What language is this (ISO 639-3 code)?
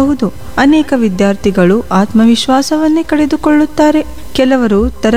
kan